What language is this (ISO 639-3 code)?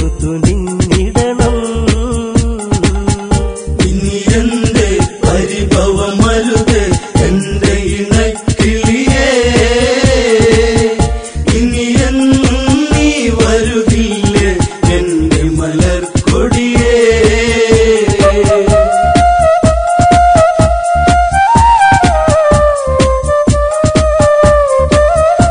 mal